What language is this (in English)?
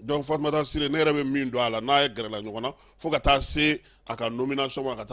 Bambara